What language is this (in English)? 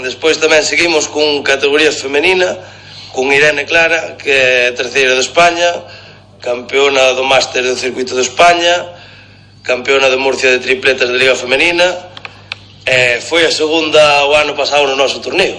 Galician